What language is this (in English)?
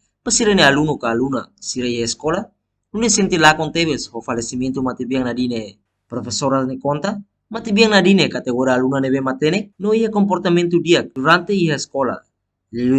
Tetum